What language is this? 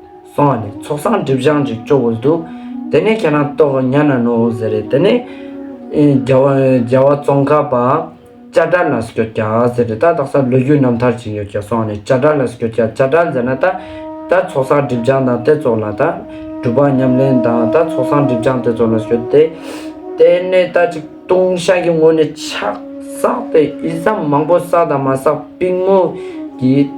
Ladakhi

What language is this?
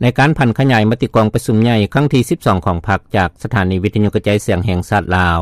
Lao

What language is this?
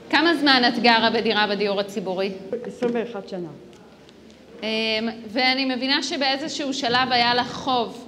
Hebrew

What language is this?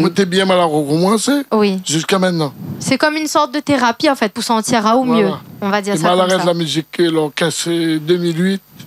Réunion Creole French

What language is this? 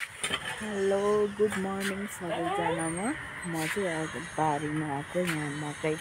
Nepali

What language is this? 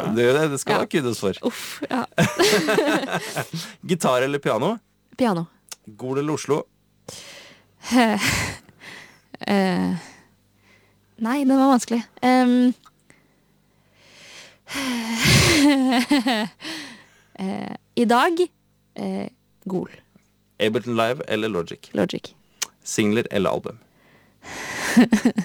Norwegian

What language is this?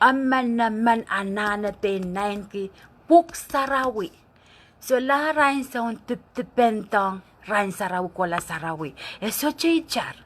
Pohnpeian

